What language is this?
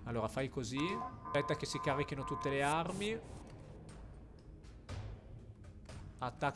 Italian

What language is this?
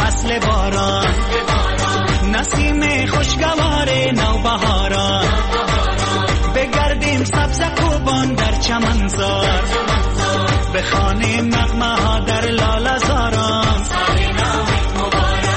Persian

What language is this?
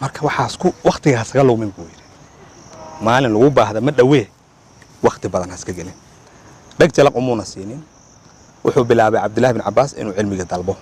Somali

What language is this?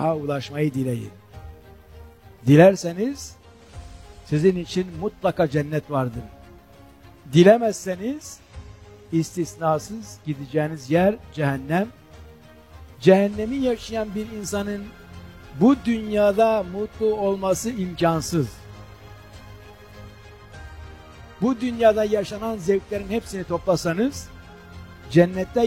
Turkish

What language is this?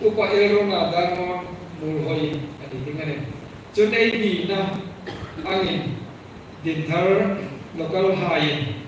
Hmar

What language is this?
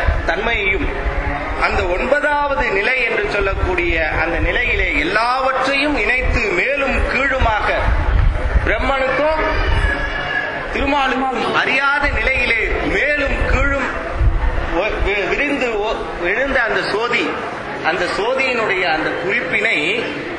Tamil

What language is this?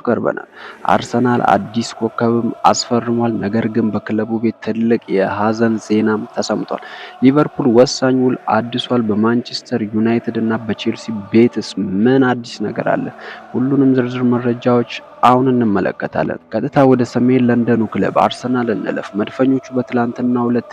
Amharic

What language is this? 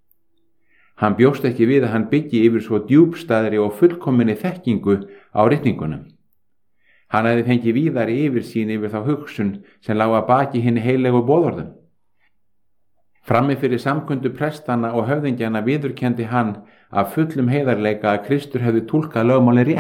Icelandic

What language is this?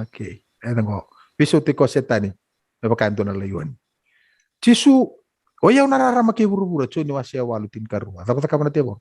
Fijian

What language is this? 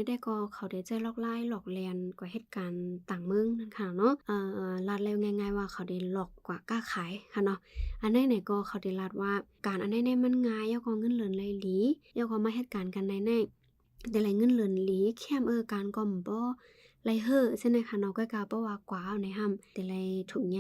Shan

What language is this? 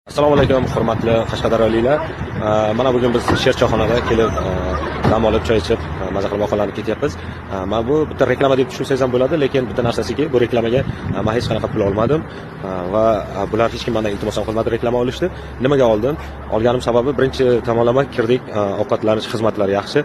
Uzbek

